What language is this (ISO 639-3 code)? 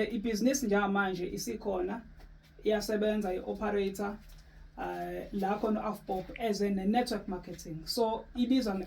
zul